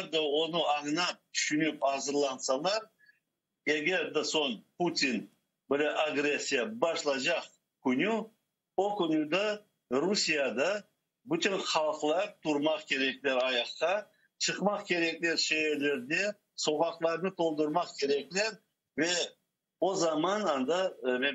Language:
Crimean Tatar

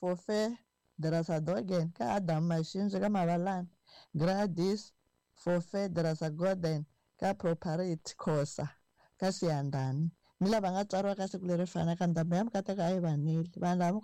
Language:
Tsonga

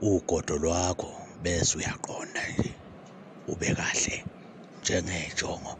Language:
Zulu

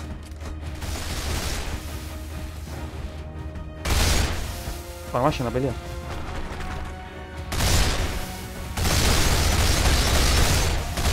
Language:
Spanish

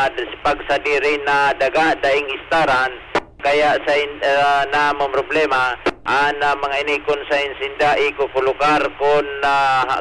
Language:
Bikol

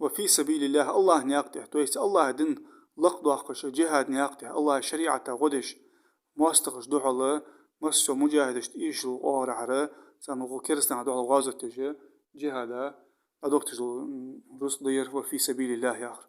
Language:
Ingush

